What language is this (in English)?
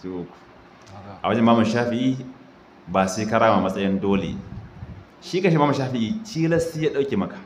Hausa